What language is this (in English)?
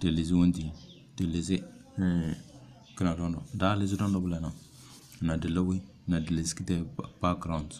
Tem